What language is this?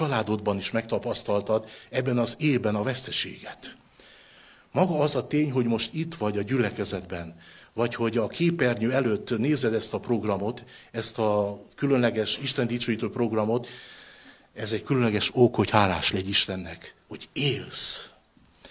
Hungarian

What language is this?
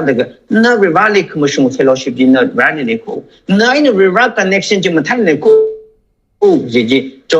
Tangkhul Naga (India)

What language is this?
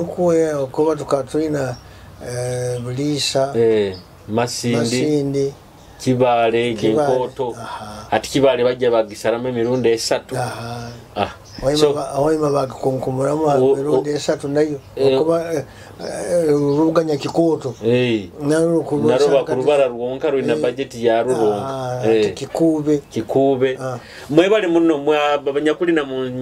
Nyoro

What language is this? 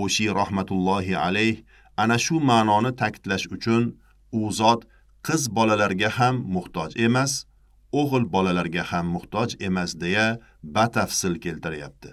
Uzbek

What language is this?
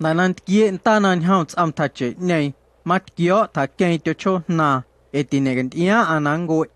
Guerrero Amuzgo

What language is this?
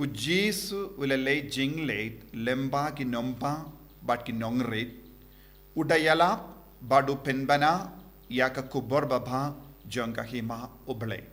Khasi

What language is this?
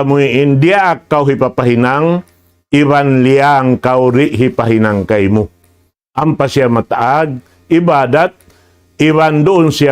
Tausug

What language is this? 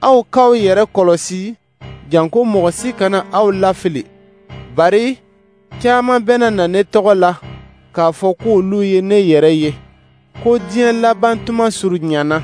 Dyula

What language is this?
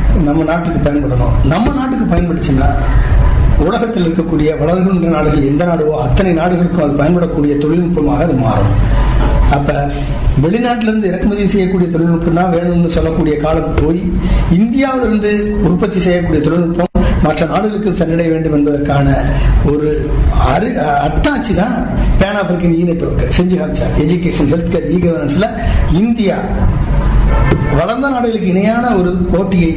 Tamil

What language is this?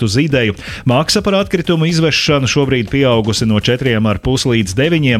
Latvian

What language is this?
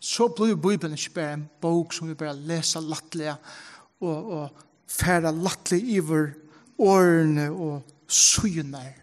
Faroese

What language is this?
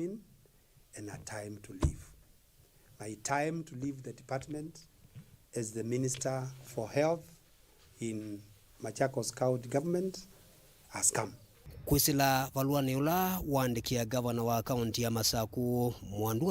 Kamba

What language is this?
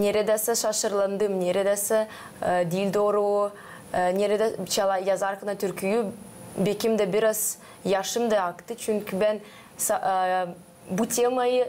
Gagauz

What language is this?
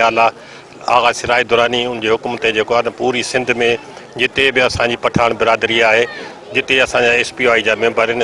Sindhi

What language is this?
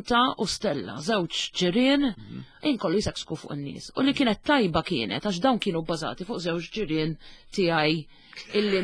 Maltese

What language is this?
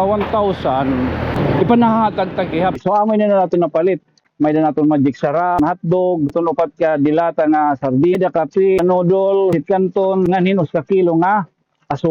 Waray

